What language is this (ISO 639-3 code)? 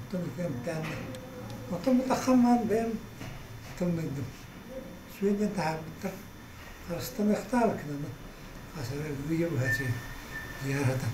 sah